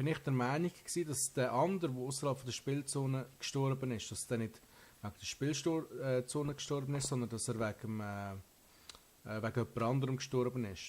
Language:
Swiss German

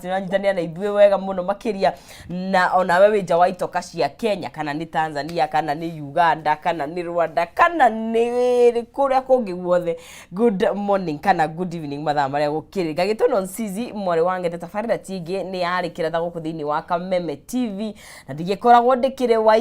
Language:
Kikuyu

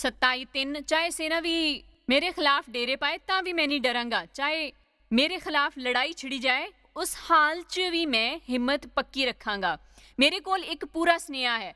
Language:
Dogri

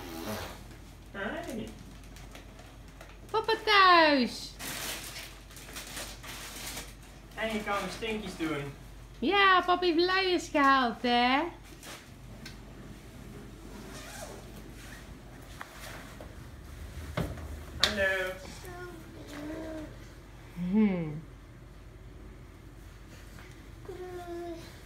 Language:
Dutch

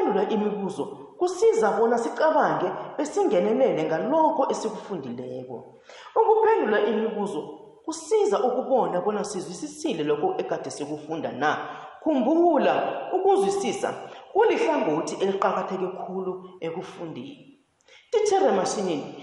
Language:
South Ndebele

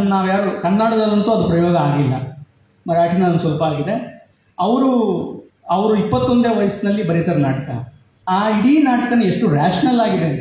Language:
Kannada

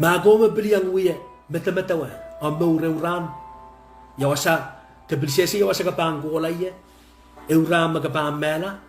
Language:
Pohnpeian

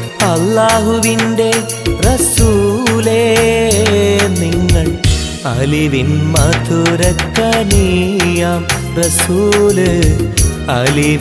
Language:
Malayalam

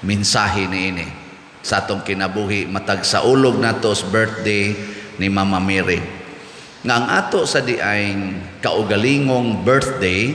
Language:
Cebuano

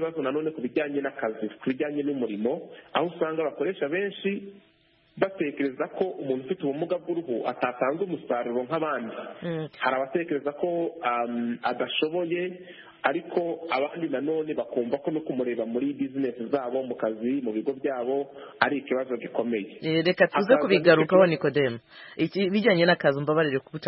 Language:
Kinyarwanda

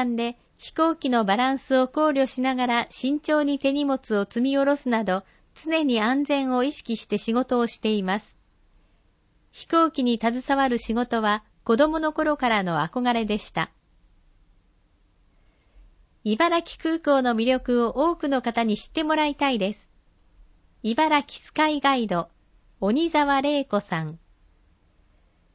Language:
Japanese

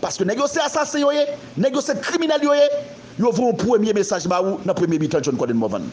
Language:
Haitian Creole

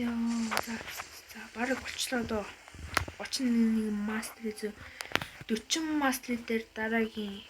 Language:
Mongolian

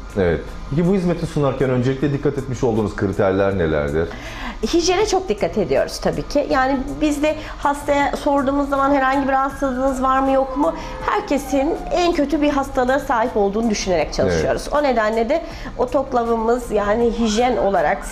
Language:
Turkish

